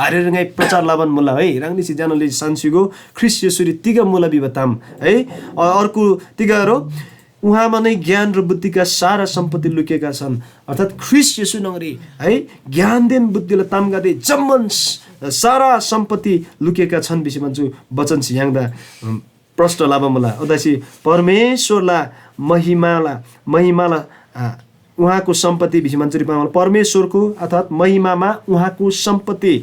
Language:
Eastern Tamang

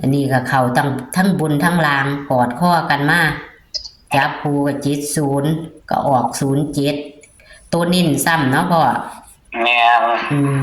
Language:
Northeastern Thai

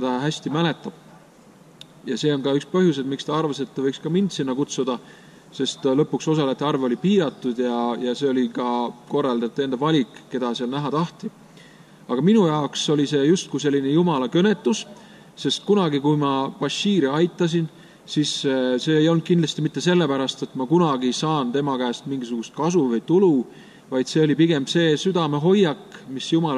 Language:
Estonian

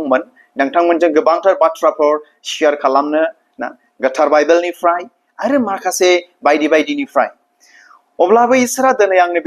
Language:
Bodo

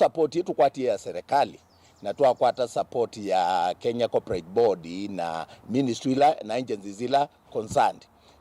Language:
Kamba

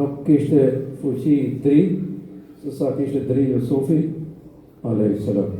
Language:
Albanian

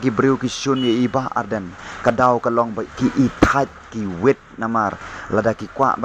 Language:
Khasi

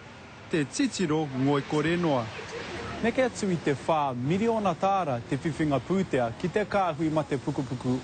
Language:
Māori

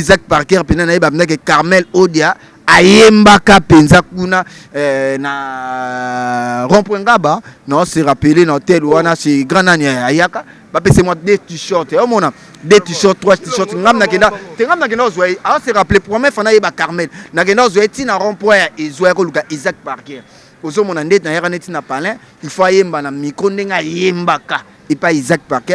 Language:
Lingala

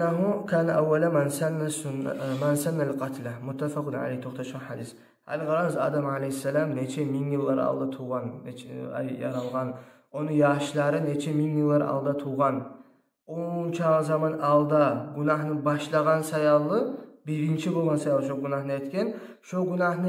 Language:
Kumyk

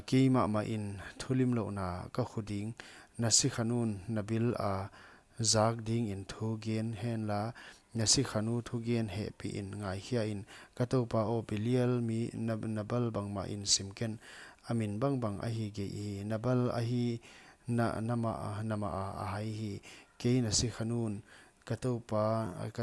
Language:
Paite Chin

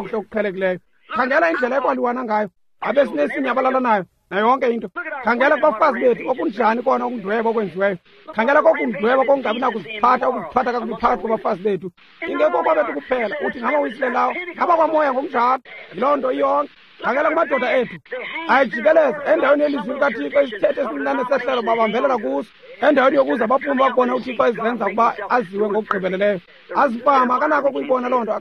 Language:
Xhosa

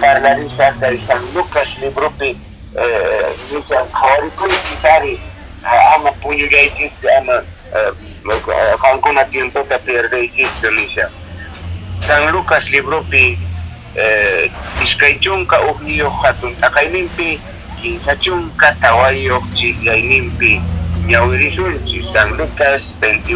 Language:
Quechua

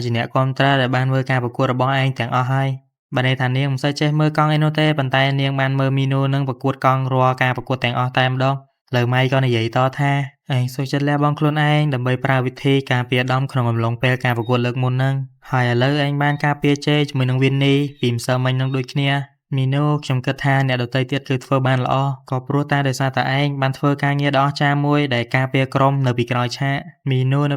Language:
Khmer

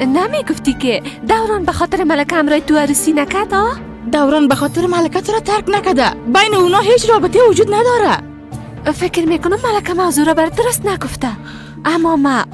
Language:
Persian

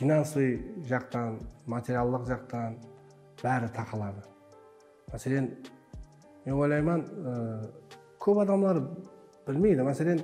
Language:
Kara-Kalpak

